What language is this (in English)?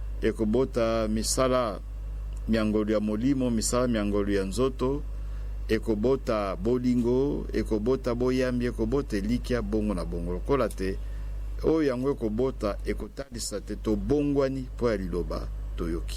Lingala